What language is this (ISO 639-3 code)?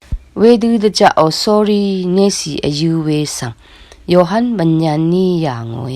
raw